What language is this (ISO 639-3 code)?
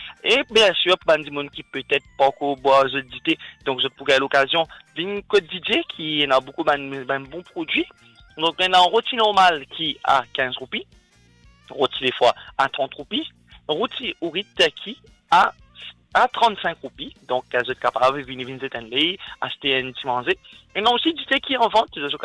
mfe